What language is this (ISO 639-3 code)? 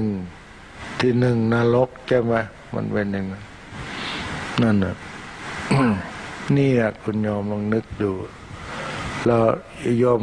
tha